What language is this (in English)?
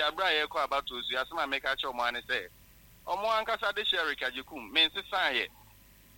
Akan